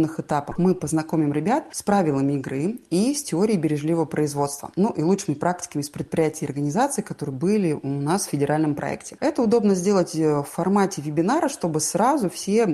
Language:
Russian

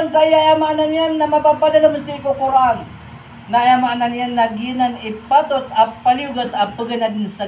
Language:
Maranao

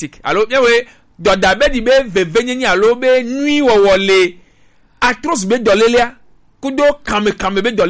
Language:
Gen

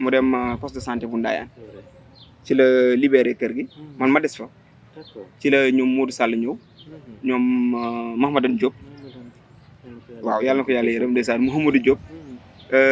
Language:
Wolof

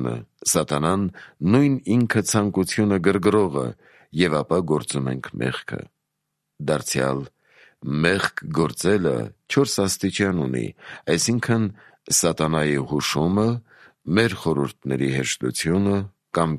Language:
Armenian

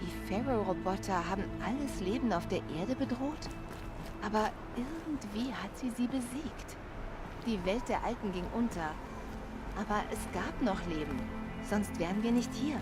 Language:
Swiss German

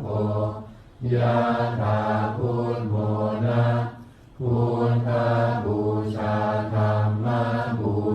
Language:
Pali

